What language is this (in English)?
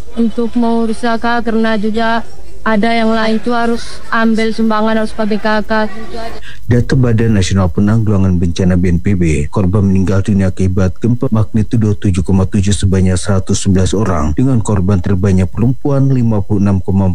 Indonesian